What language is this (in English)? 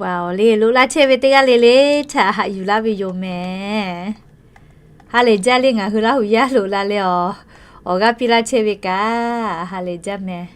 Lahu